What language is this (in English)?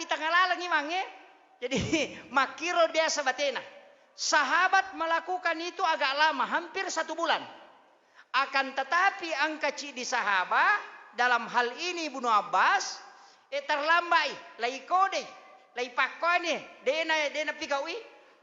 Buginese